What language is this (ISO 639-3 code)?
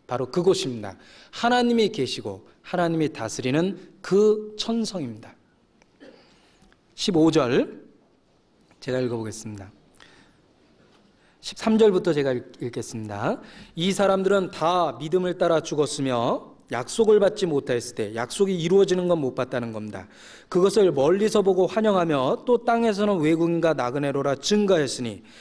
kor